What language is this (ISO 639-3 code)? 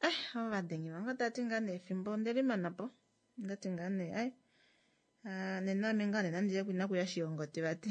kua